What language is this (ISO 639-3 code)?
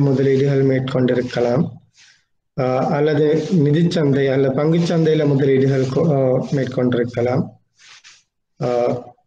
tam